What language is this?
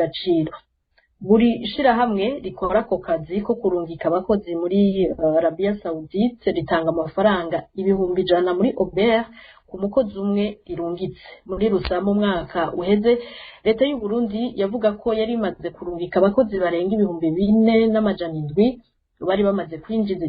Rundi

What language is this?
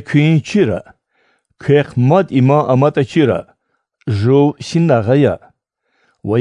Lezghian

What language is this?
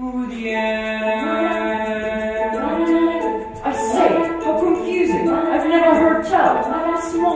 English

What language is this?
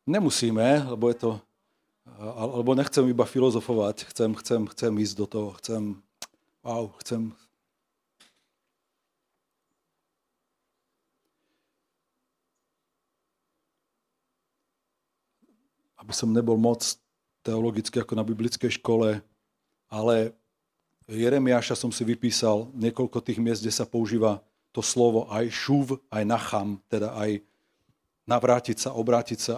Slovak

